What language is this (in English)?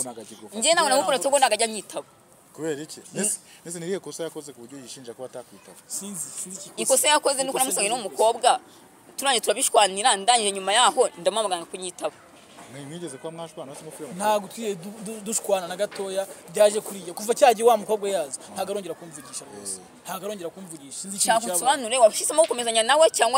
Kinyarwanda